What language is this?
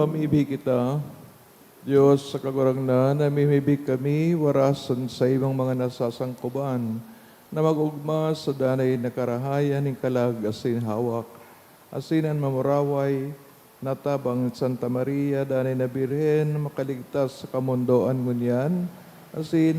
Bikol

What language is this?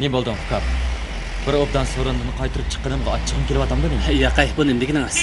Uyghur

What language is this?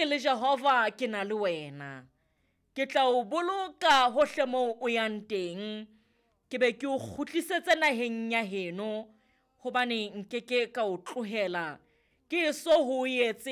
Southern Sotho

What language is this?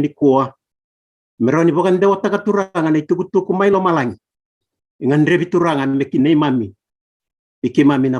Fijian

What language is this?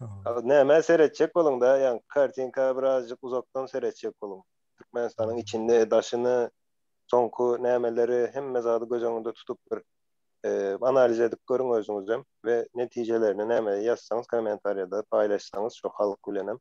Turkmen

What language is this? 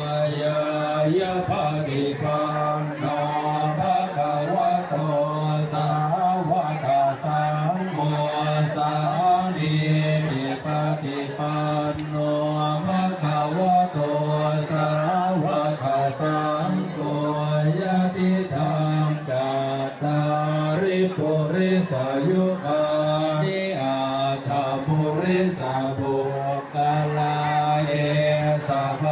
Pali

